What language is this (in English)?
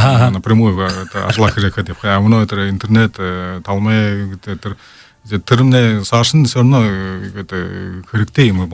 Buriat